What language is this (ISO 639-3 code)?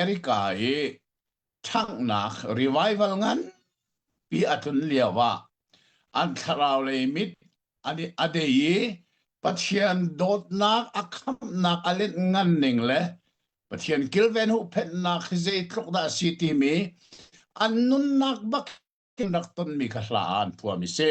cnh